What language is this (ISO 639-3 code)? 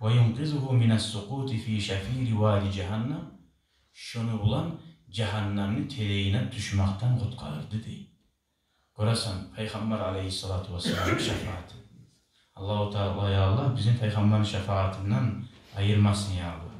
kum